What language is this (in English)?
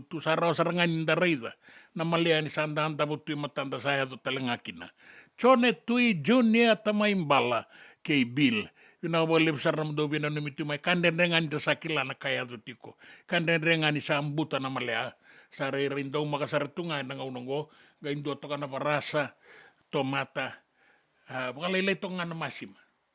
Fijian